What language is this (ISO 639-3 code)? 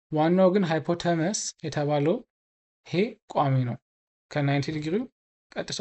amh